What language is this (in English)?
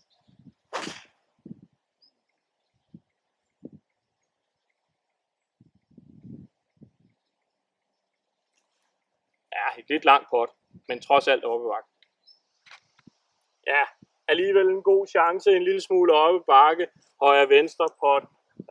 Danish